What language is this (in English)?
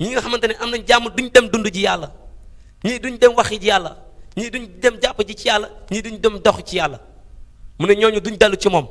Wolof